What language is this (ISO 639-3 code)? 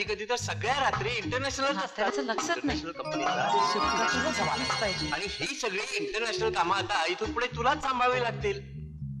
mar